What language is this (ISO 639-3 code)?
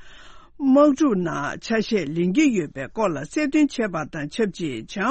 bod